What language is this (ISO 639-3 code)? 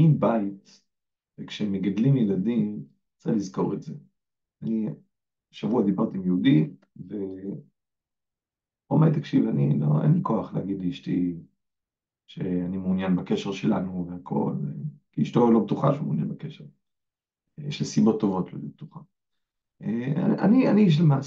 heb